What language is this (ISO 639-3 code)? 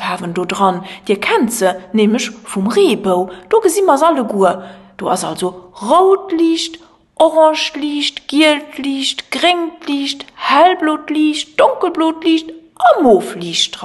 ltz